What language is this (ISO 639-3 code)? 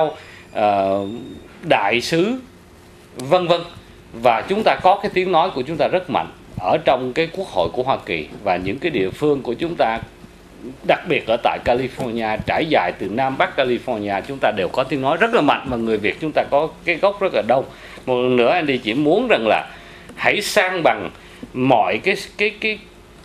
vie